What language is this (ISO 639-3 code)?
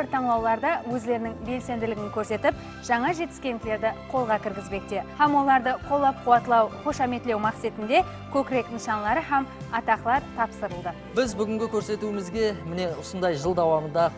kaa